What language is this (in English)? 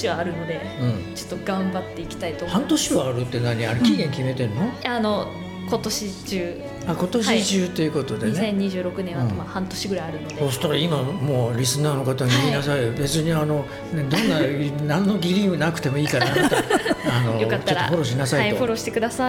Japanese